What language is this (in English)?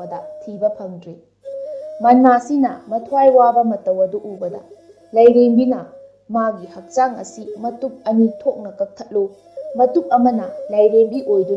Manipuri